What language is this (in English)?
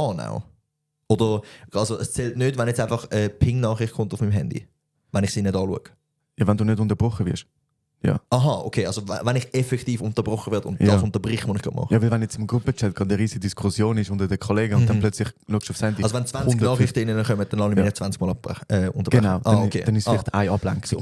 Swiss German